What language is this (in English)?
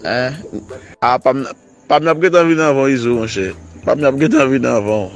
Haitian Creole